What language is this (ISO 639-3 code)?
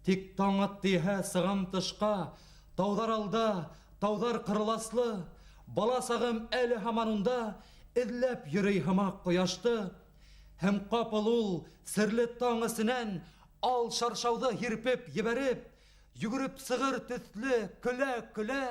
bak